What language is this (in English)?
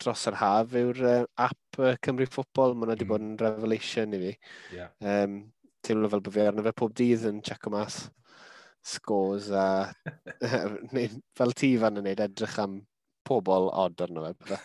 Welsh